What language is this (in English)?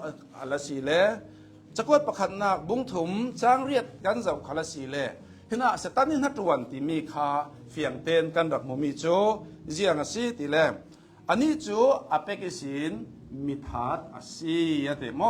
Hakha Chin